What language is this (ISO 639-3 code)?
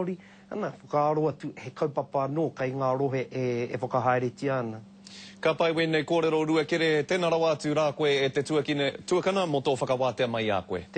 mri